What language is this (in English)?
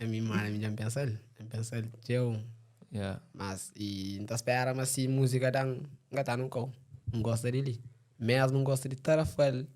Kabuverdianu